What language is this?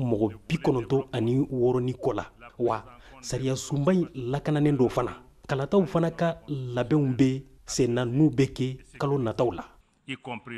Bambara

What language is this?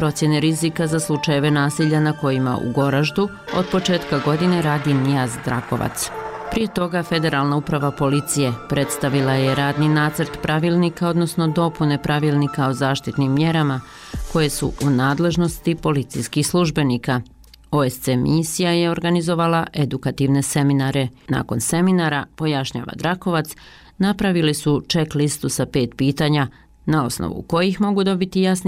Bosnian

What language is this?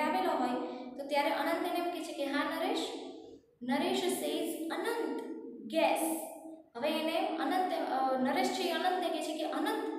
Gujarati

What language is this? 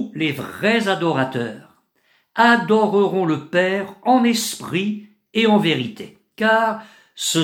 French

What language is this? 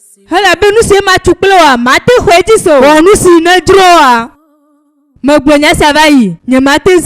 Ewe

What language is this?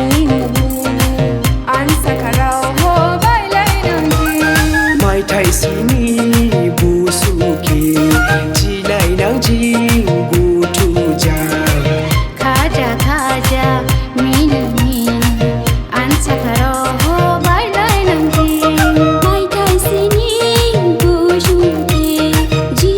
Dimasa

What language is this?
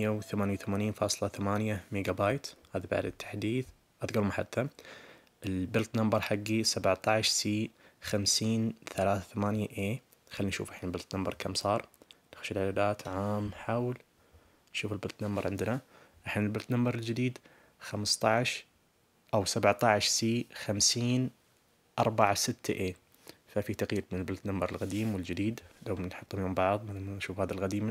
Najdi Arabic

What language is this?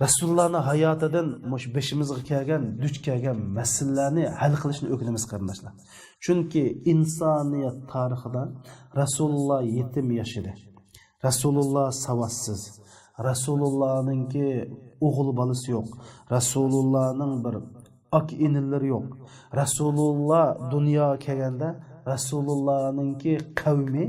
Uyghur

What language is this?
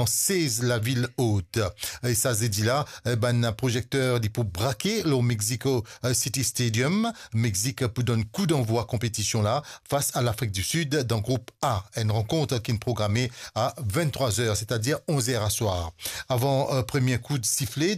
Morisyen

